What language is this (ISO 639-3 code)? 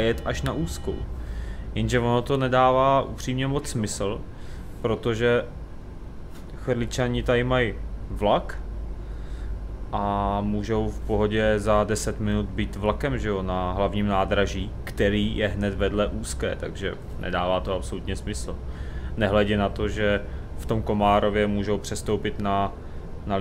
ces